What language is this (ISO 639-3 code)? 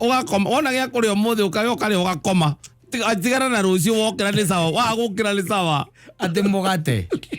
kik